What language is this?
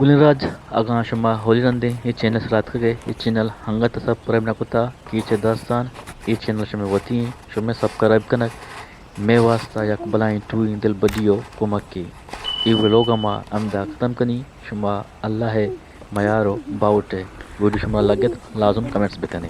Eastern Balochi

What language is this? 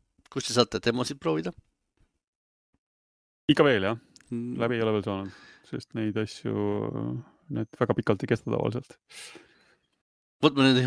Estonian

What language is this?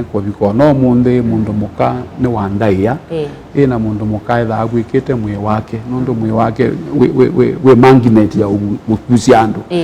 Kamba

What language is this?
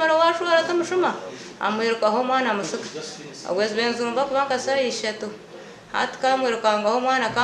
Nyankole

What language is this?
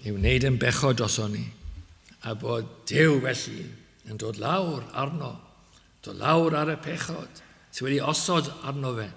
Welsh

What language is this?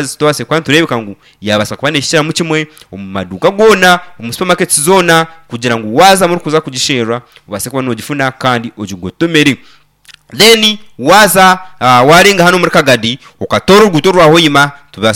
Nyankole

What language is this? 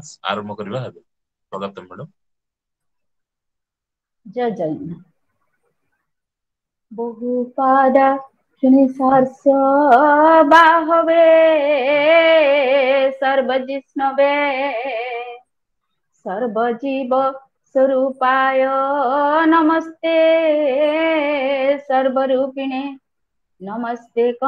Odia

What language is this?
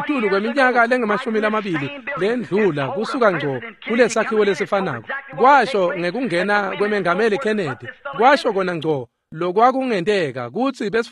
Swati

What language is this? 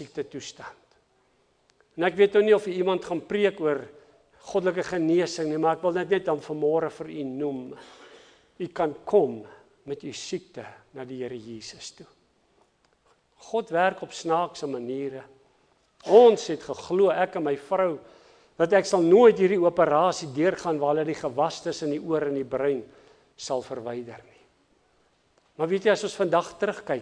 Afrikaans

